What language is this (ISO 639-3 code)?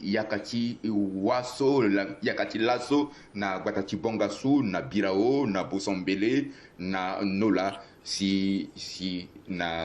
sag